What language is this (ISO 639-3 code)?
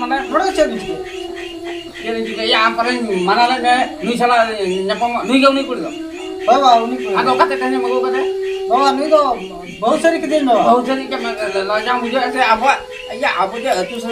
sat